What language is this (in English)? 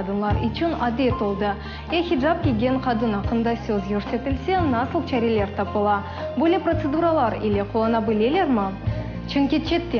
Crimean Tatar